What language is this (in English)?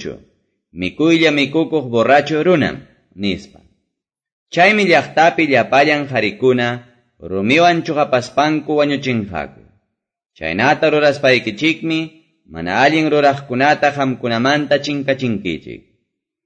Quechua